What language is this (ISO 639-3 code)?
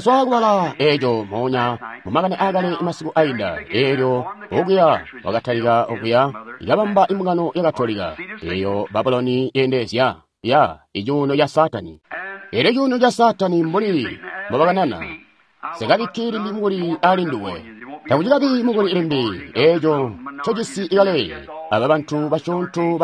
toi